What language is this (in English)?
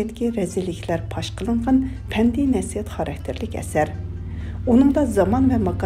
Uyghur